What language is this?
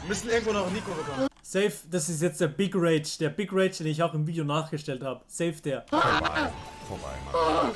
Swiss German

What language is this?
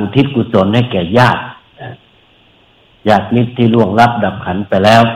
Thai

